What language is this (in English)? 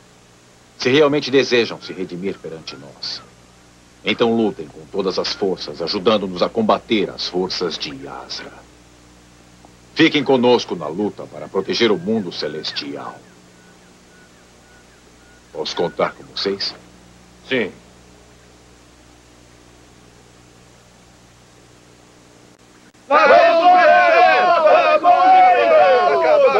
Portuguese